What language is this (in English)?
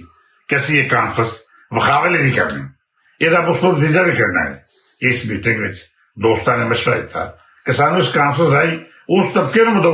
Western Panjabi